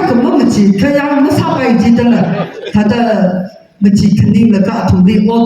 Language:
Tangkhul Naga (India)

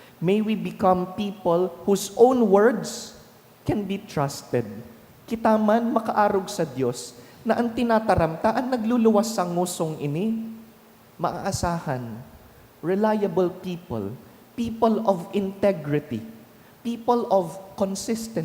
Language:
Bikol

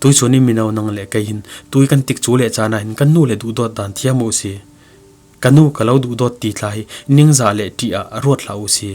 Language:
Falam Chin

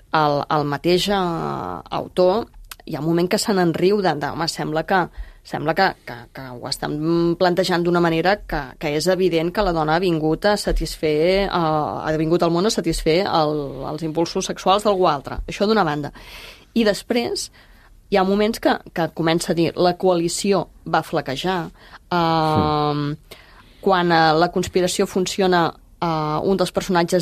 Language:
Catalan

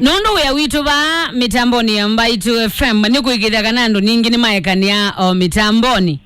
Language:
Kamba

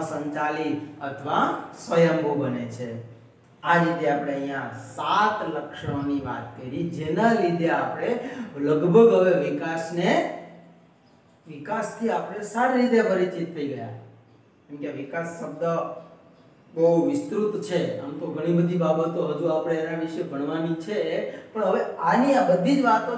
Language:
Gujarati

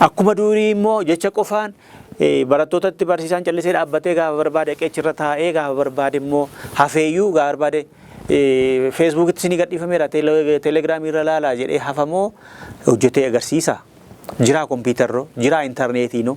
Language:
Oromo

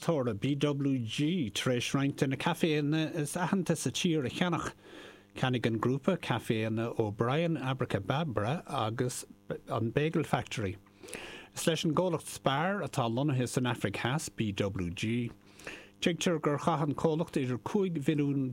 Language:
Irish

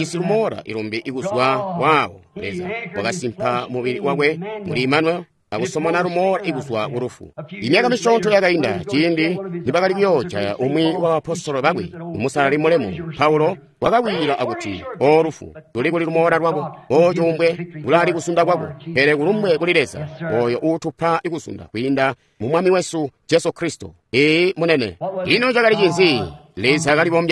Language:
Tonga (Zambia)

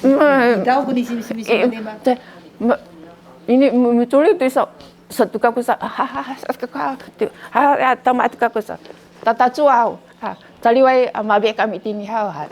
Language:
Sakizaya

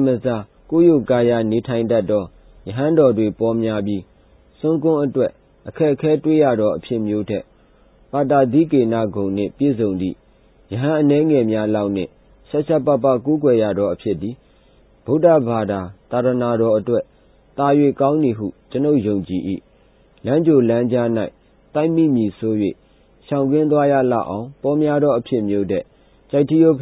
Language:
Burmese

